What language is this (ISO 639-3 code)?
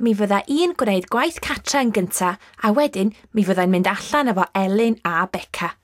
cym